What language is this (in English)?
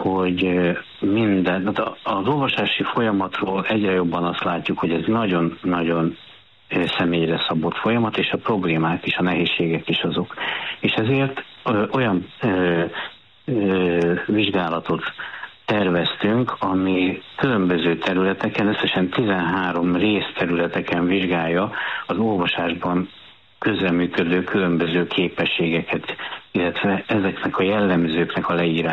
Hungarian